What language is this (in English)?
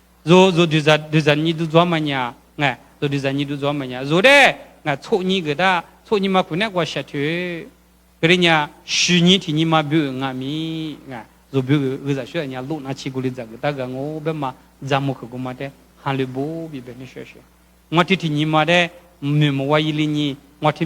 Lisu